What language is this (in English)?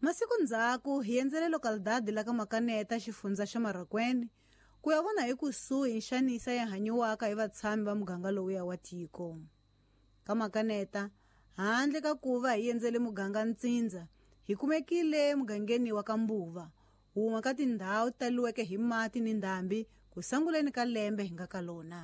Tsonga